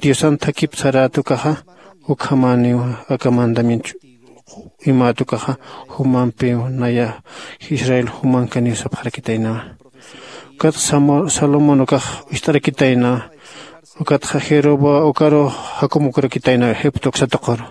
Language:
Aymara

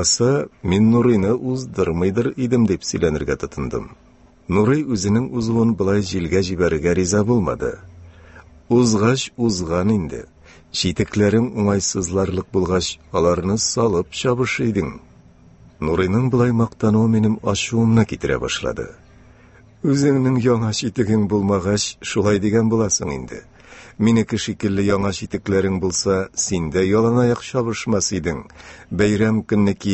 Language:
Tatar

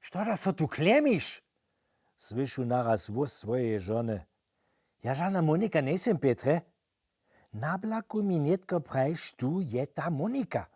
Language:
Upper Sorbian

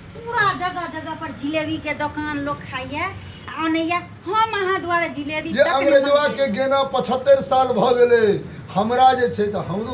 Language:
Maithili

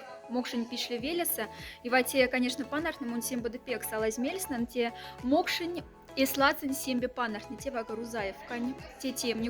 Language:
Moksha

